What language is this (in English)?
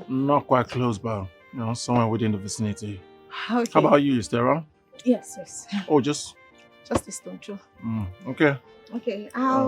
Nigerian Pidgin